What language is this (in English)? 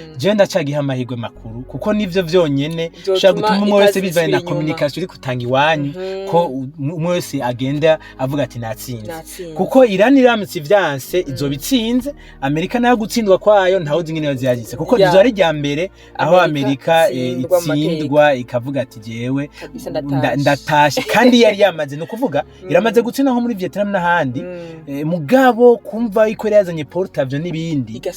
Rundi